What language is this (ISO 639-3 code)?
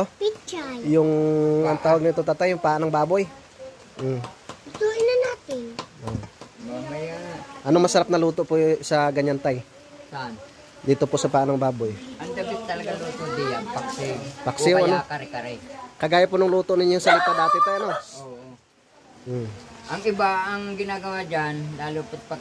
fil